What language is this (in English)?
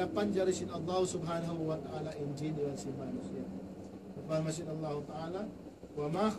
Tausug